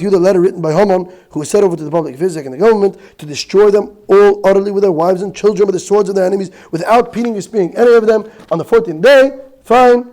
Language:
Yiddish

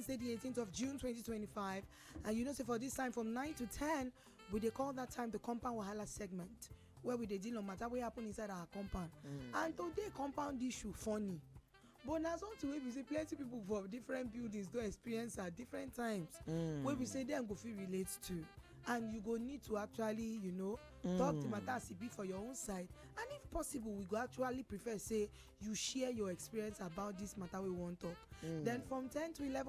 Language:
Nigerian Pidgin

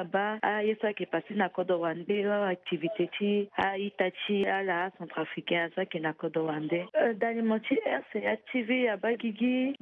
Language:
Sango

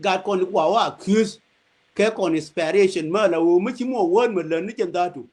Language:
Nuer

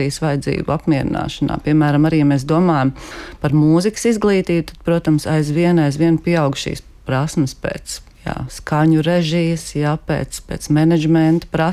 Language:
Latvian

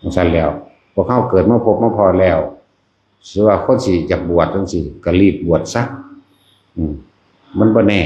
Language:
Northeastern Thai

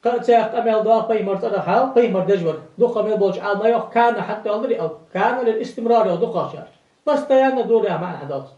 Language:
Ingush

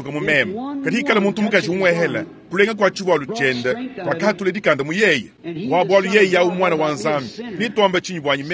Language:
Luba-Lulua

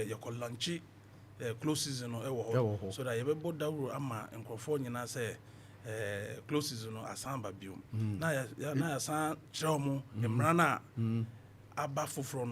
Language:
Akan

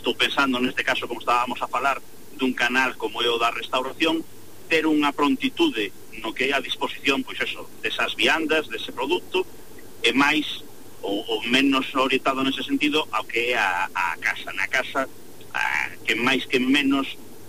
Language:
Galician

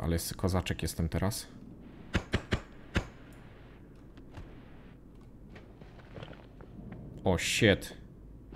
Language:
Polish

